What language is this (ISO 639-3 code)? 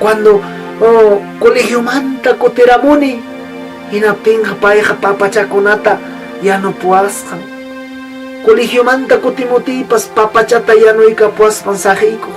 quy